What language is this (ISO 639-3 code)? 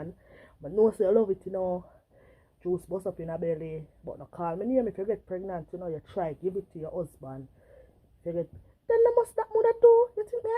jam